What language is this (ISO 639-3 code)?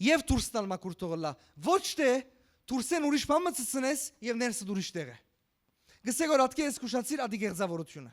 hyw